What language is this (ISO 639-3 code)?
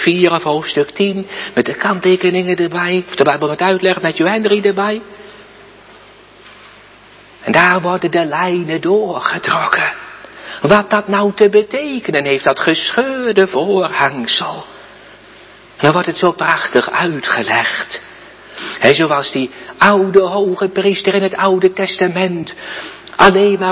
nld